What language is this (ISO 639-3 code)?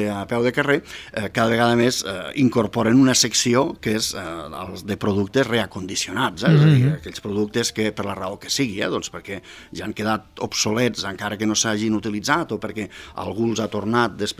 cat